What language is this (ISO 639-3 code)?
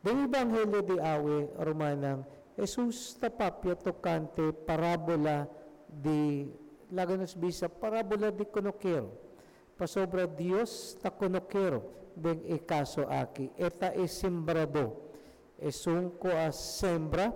pap